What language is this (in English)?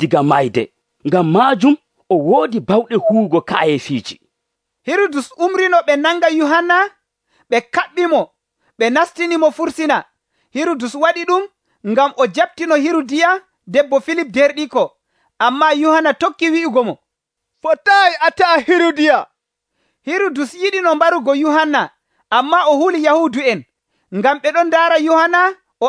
Nigerian Fulfulde